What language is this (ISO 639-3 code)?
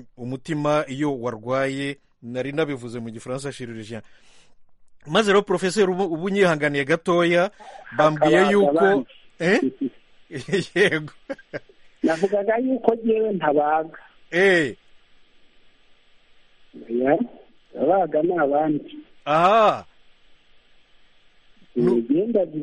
kin